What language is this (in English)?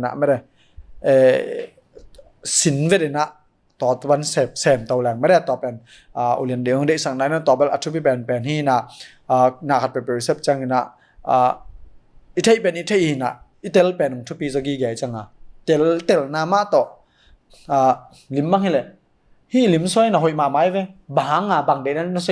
Tedim Chin